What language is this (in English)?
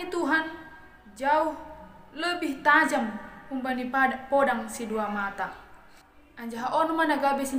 Batak Simalungun